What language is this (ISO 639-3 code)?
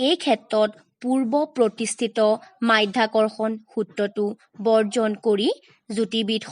asm